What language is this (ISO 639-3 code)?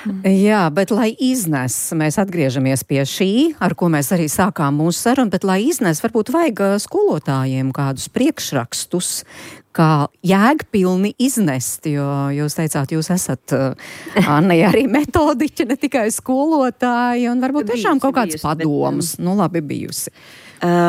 lav